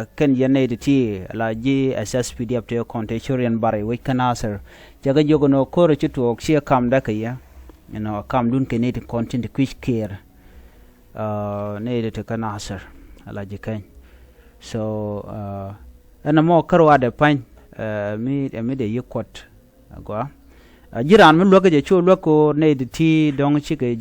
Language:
Nuer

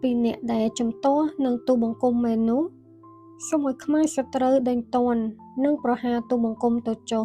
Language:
Khmer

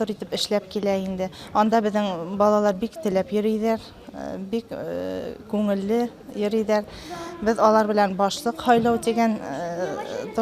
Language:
Bashkir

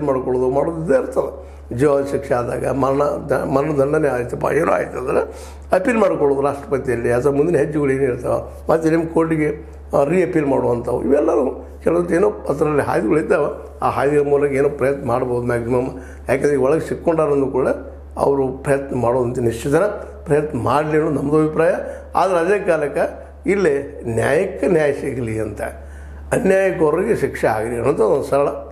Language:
Kannada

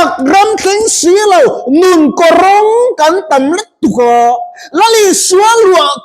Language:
Mizo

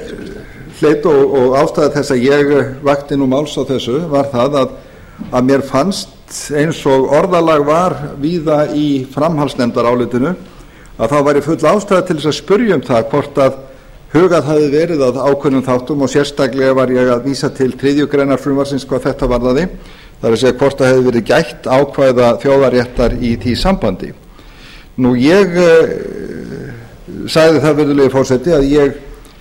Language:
Icelandic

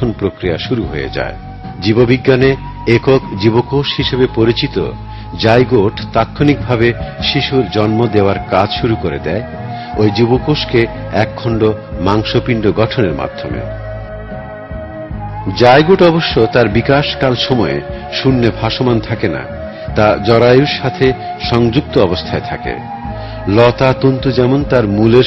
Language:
Bangla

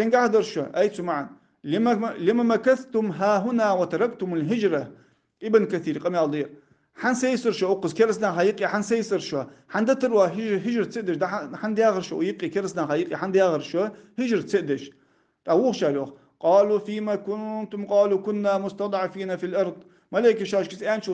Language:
Ingush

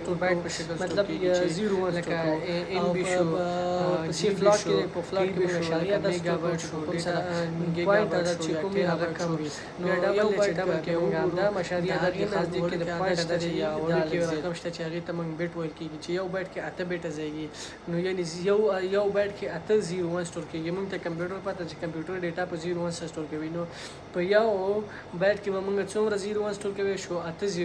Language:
Pashto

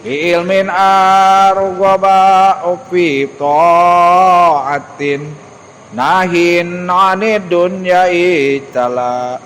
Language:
Sundanese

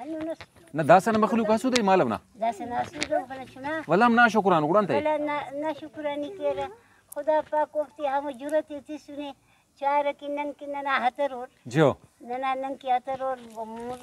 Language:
Brahui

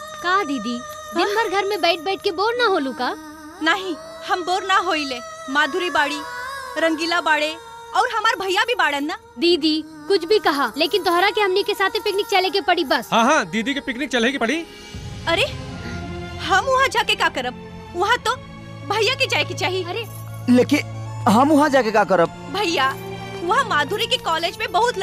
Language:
Bhojpuri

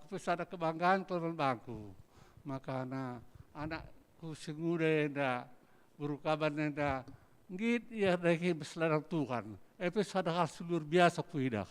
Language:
Batak Karo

